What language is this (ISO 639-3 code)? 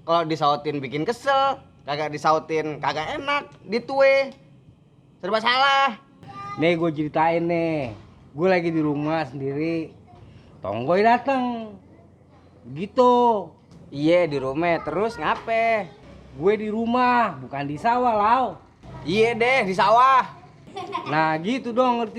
bew